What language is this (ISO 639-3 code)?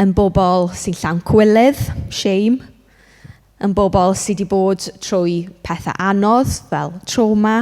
cym